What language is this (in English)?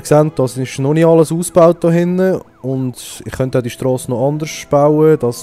Swiss German